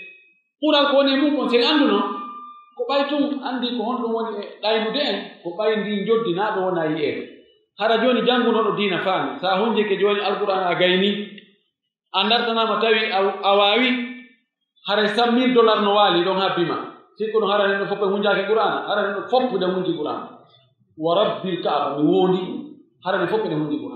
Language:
Pular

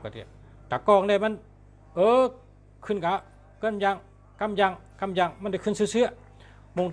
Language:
Shan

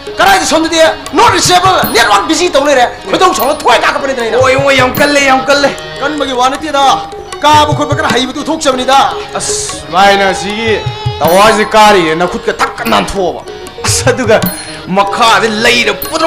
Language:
Manipuri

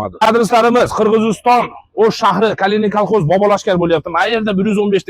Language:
Uzbek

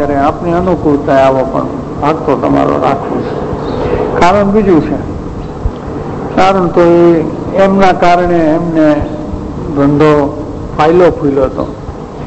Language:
Gujarati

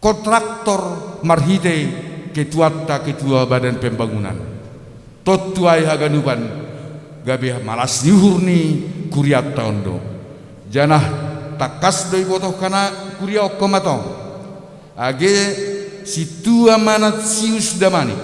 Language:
Batak Simalungun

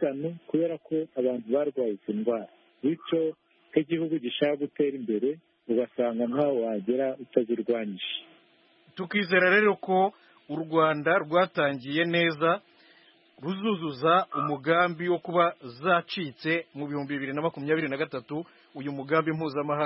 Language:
Kinyarwanda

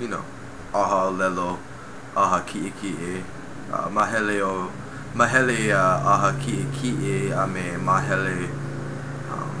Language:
Hawaiian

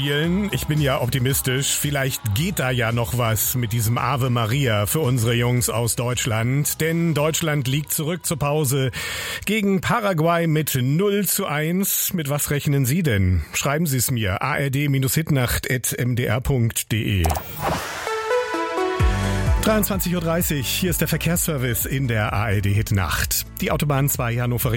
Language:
German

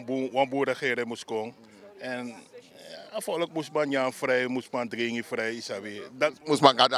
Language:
Sranan Tongo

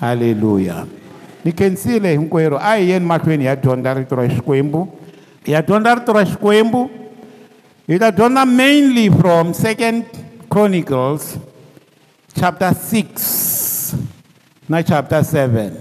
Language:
Tsonga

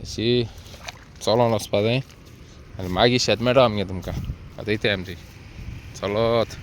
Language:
Konkani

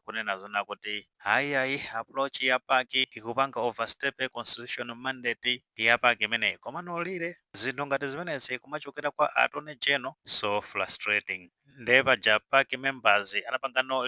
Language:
Nyanja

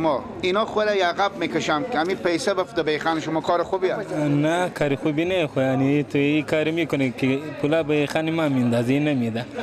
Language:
Persian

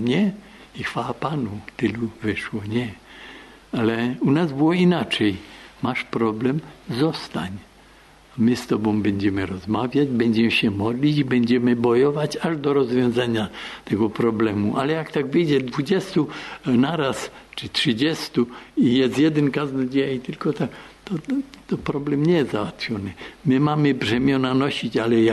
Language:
Polish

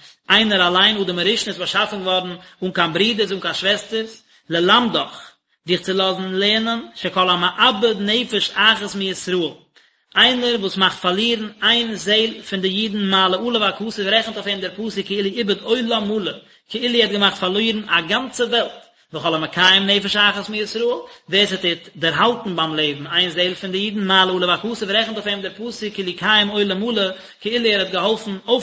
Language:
Yiddish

